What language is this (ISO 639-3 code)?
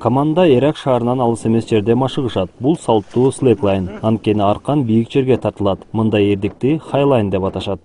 kir